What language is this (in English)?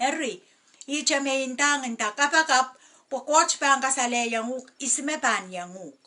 Pohnpeian